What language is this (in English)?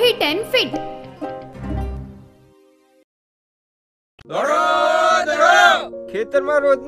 Gujarati